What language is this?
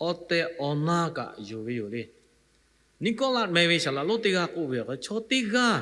Lahu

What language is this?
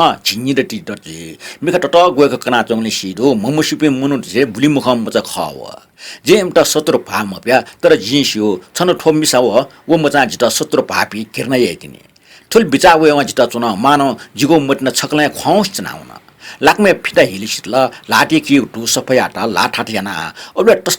Newari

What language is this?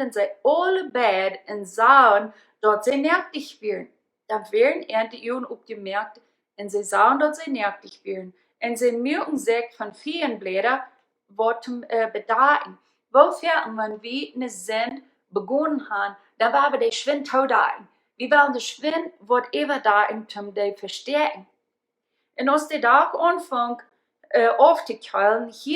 Plautdietsch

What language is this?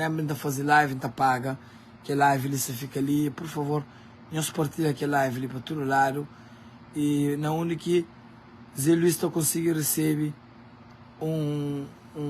Kabuverdianu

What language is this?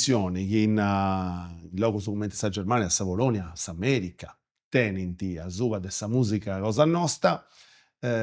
Sardinian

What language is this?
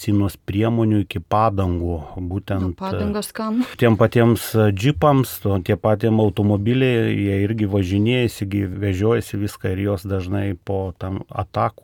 Lithuanian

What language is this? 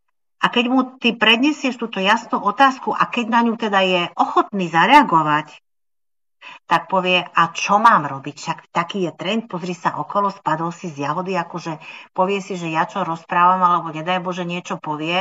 Slovak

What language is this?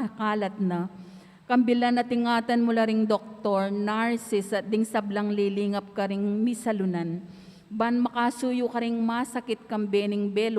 Pampanga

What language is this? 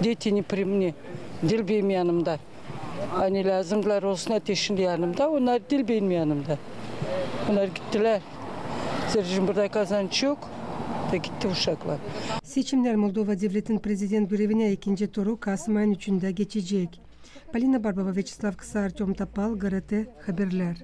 Gagauz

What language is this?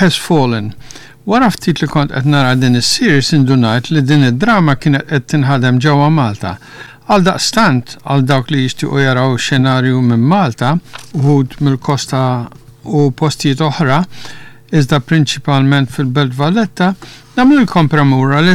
Maltese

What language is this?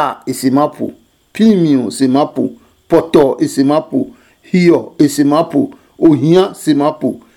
Adangme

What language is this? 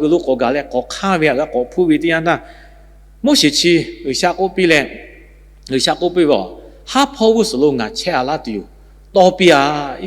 Lahu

